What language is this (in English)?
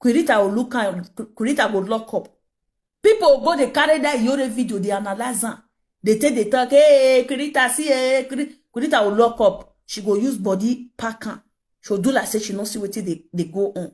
Nigerian Pidgin